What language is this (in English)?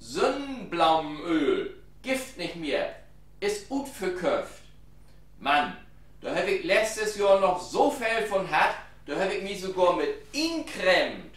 Low German